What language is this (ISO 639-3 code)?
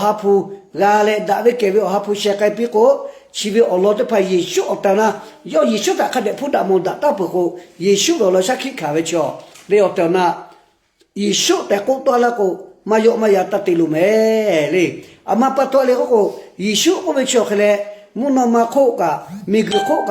lhu